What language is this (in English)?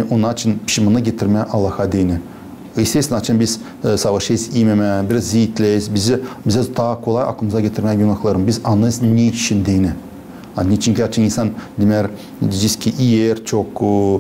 Gagauz